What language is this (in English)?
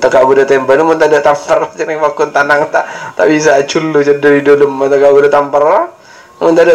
Madurese